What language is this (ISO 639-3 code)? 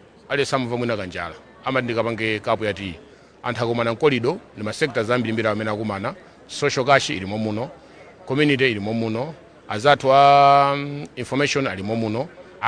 nya